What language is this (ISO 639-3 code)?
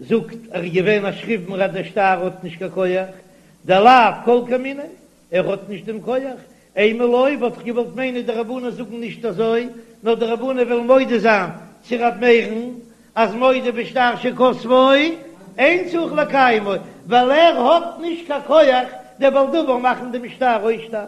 yid